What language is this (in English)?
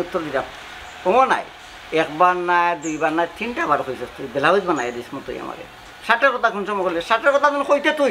Sylheti